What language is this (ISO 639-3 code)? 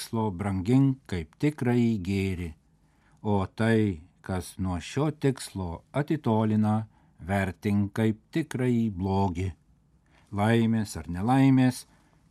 lit